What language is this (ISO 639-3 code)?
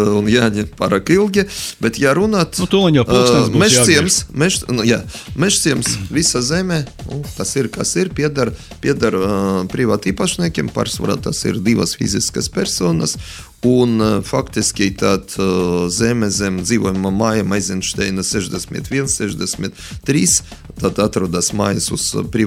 lav